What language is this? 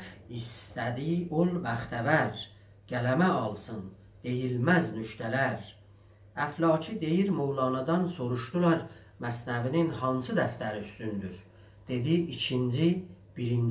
South Azerbaijani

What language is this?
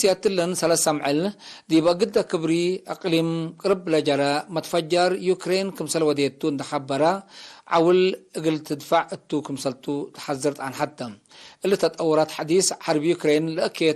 Tigre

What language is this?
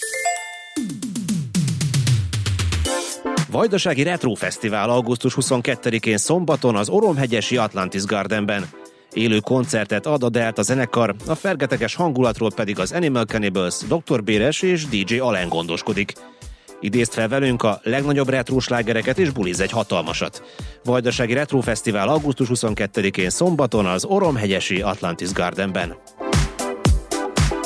Hungarian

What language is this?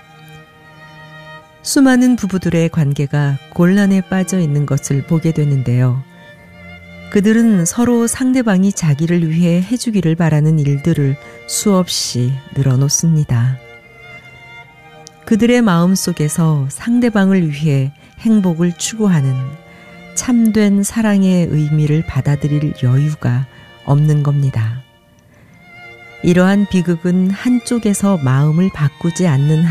Korean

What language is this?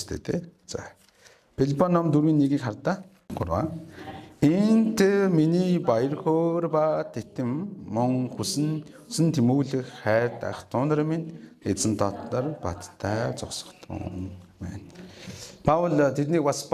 Mongolian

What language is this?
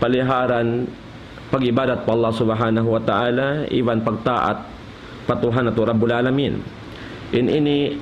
Tausug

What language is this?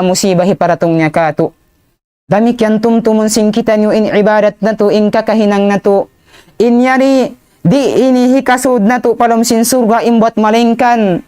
Tausug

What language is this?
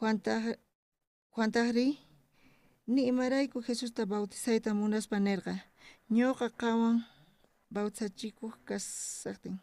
South Bolivian Quechua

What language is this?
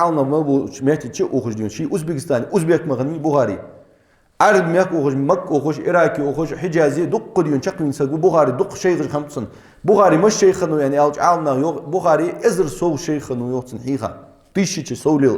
Ingush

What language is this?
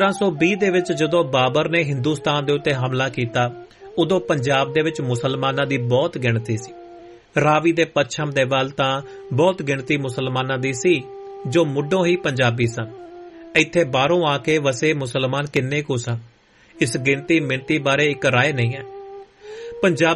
Punjabi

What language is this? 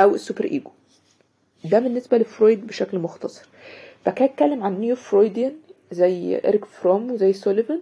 Egyptian Arabic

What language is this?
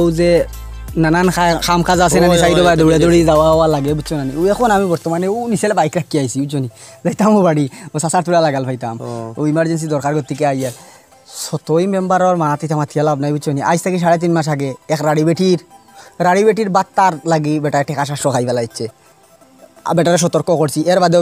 Sylheti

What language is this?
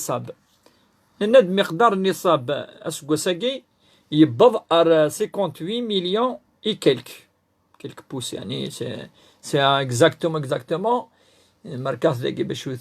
Kabyle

